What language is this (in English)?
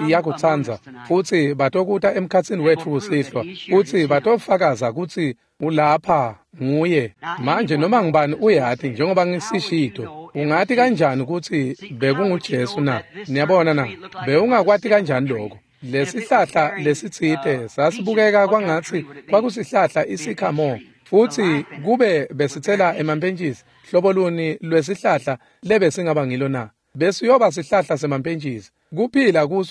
Swati